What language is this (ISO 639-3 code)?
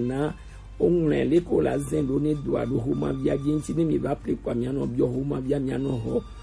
gej